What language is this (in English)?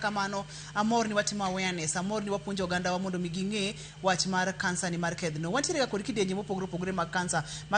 Luo (Kenya and Tanzania)